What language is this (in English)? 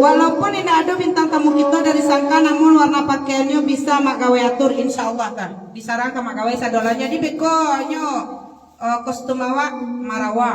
Minangkabau